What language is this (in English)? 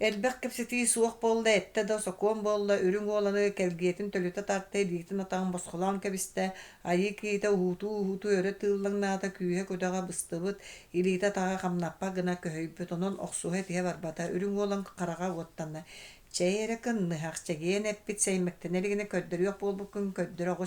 Yakut